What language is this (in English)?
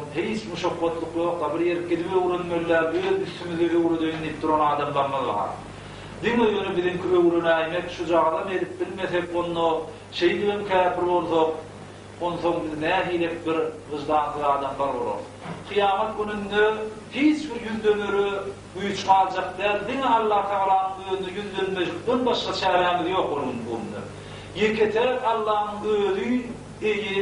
Turkmen